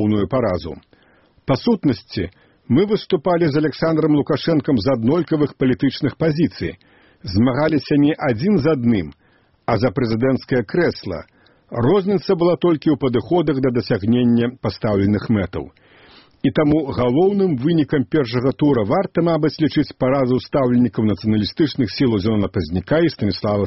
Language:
Belarusian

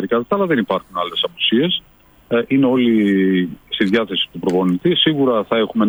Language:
Greek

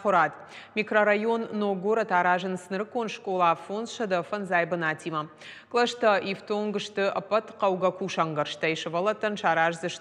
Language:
Ossetic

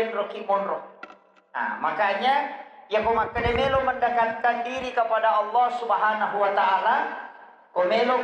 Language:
Buginese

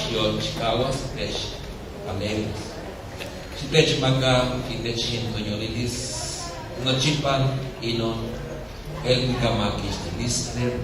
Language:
Nahuatl languages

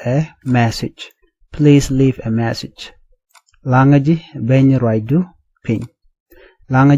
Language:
Nuer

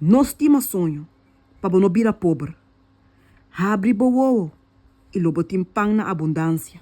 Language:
Papiamento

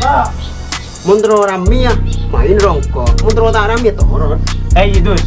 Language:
Madurese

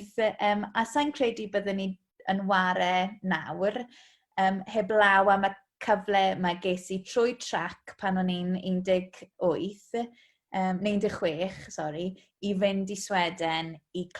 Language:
Welsh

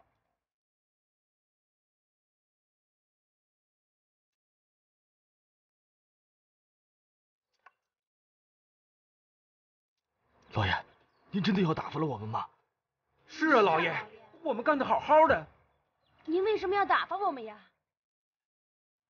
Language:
Chinese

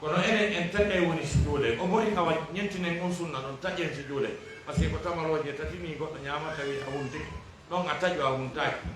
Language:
Fula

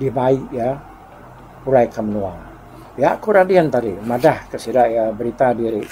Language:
Iban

